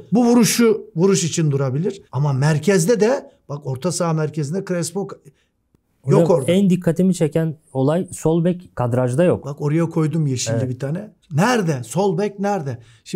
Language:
Turkish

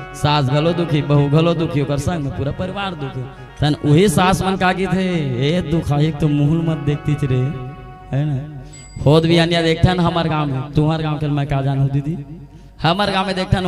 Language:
Chhattisgarhi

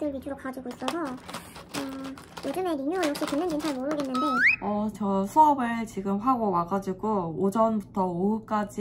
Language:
Korean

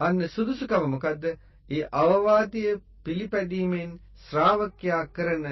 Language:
Sinhala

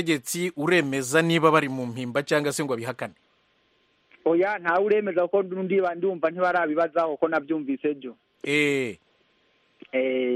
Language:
Kinyarwanda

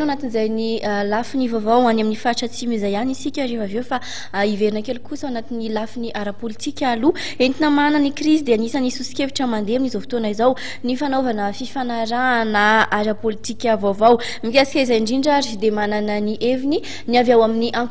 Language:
Malagasy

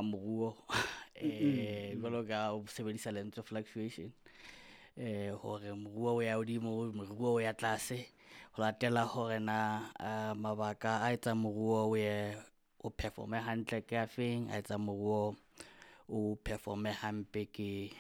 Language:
Southern Sotho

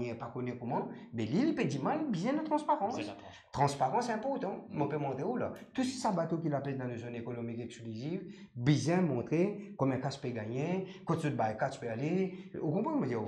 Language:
Morisyen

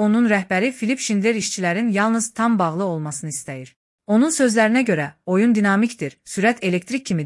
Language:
Azerbaijani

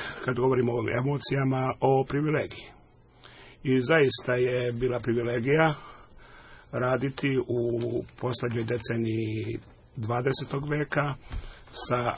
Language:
Serbian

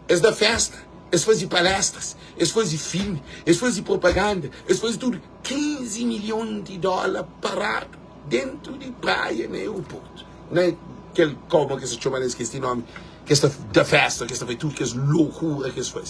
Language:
Kabuverdianu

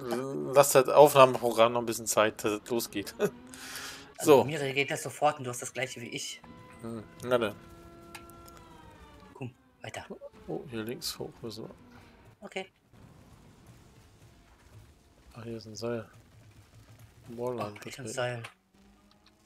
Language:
German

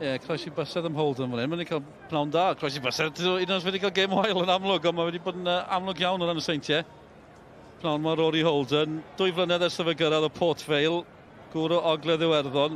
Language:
Welsh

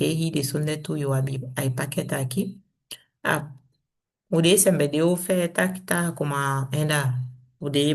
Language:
Saramaccan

